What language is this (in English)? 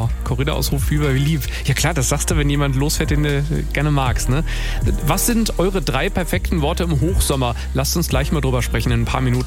German